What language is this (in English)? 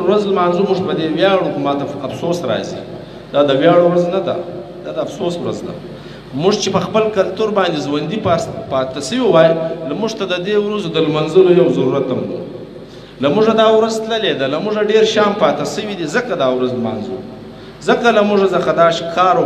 Pashto